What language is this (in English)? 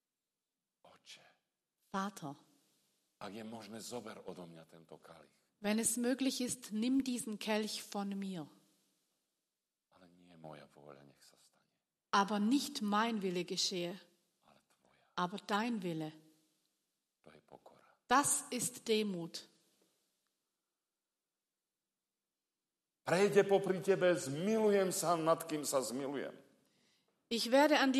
Slovak